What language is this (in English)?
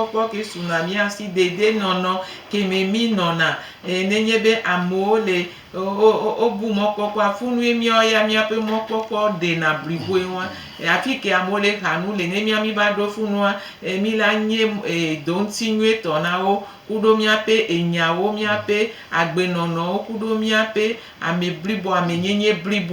Gen